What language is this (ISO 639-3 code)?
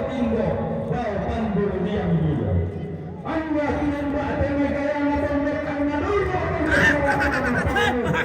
sda